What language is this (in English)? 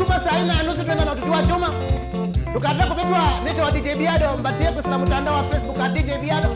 Kamba